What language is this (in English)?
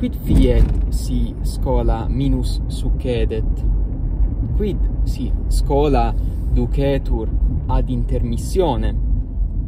Latin